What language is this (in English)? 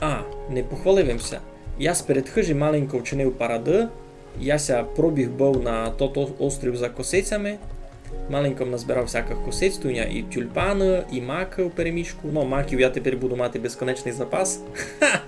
Rusyn